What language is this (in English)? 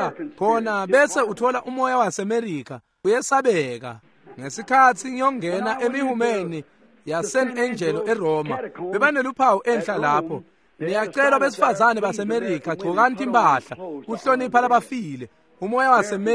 Swati